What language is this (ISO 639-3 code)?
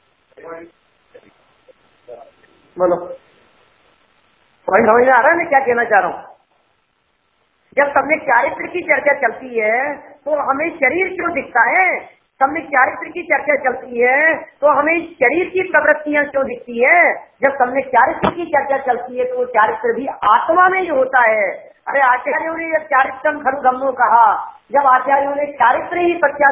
hin